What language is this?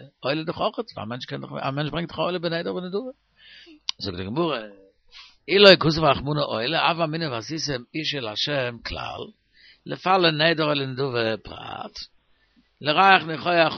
Yiddish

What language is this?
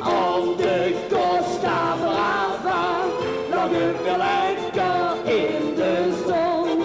Limburgish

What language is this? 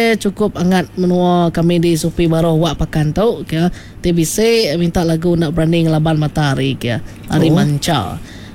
Iban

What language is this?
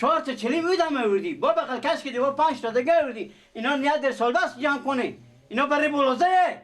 Persian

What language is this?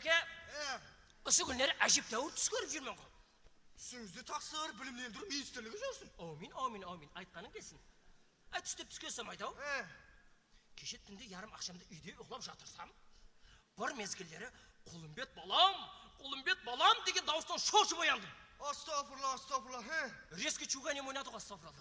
Kara-Kalpak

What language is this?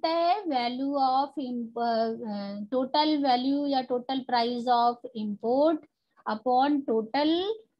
Hindi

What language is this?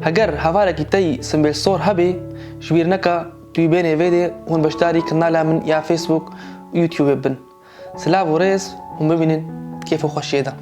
Kurdish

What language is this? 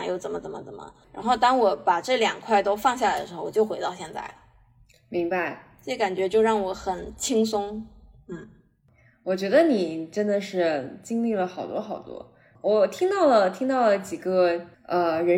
Chinese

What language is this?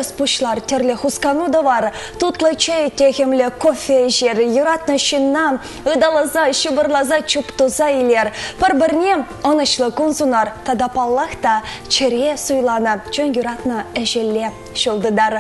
Chuvash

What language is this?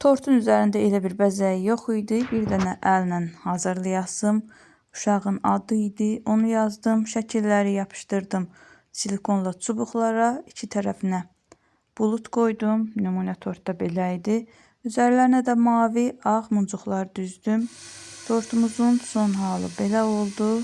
Azerbaijani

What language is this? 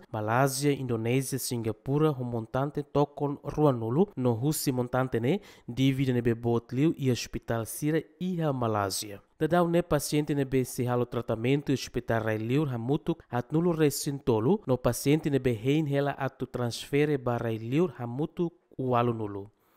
Tetum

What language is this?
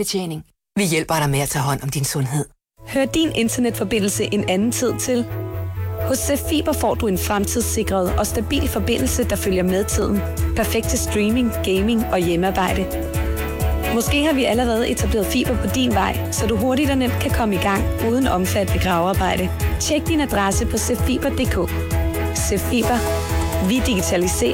Danish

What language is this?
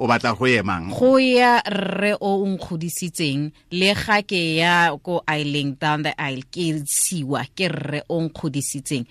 Tswana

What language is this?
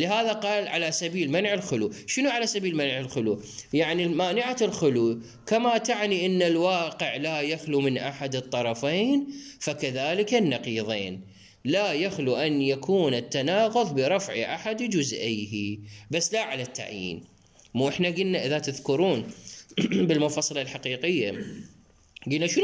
Mesopotamian Arabic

